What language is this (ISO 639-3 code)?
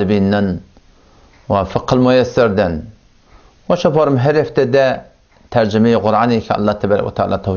tuk